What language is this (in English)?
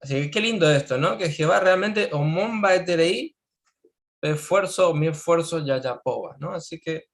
Guarani